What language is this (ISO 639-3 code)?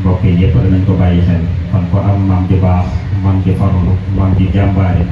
wol